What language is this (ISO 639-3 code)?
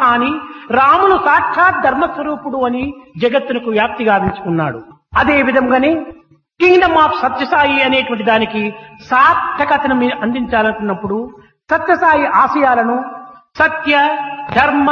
tel